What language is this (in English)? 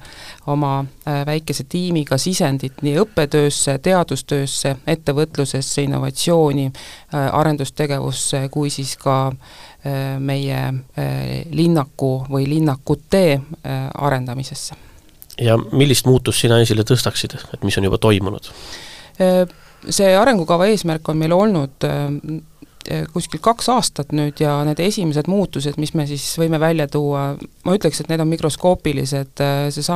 Estonian